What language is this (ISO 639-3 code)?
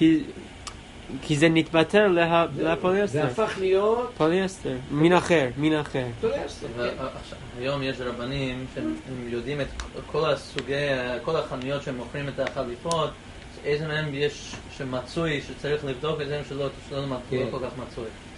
heb